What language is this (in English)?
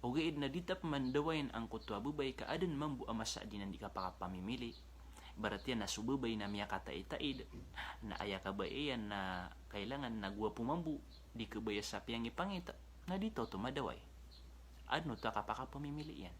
Maranao